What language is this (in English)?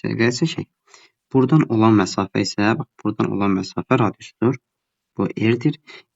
Azerbaijani